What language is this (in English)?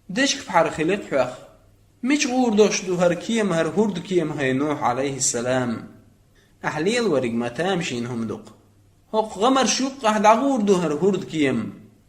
Chechen